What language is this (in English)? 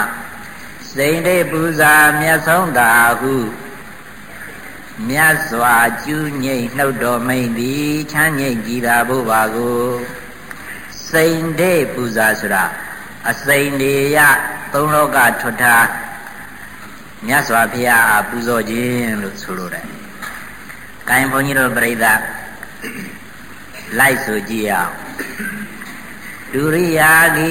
Burmese